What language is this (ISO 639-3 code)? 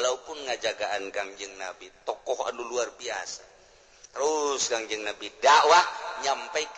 sun